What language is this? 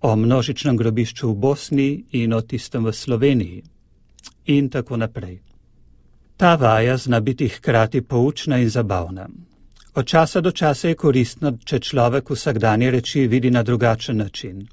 Slovenian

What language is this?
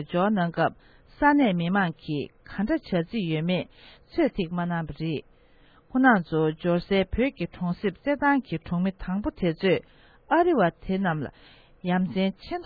Tibetan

